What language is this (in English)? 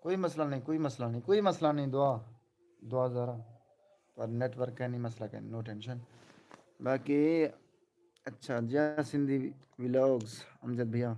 Saraiki